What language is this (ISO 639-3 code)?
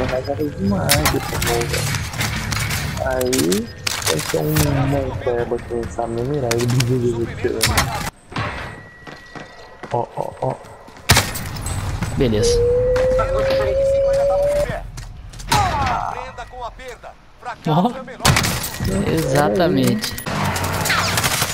por